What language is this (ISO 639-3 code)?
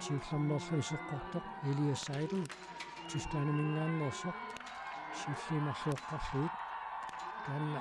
kal